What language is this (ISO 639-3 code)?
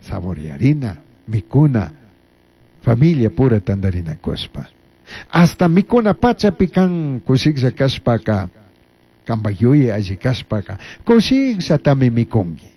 qug